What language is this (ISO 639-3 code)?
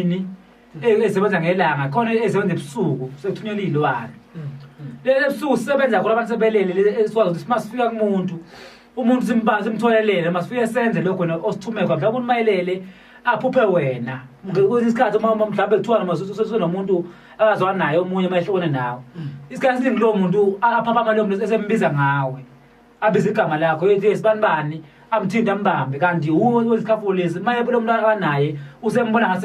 zul